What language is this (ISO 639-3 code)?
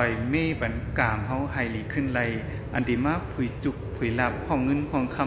shn